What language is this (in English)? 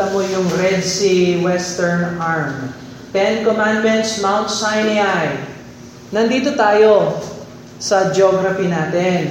Filipino